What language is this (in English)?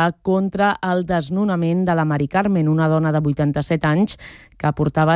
Catalan